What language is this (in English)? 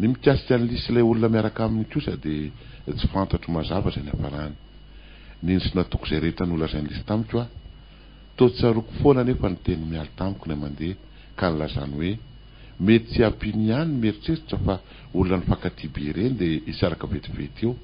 Malagasy